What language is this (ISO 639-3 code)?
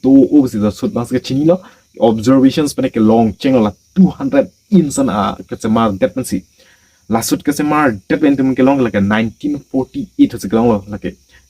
mjw